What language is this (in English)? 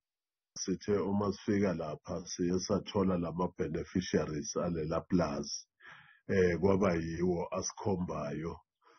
Zulu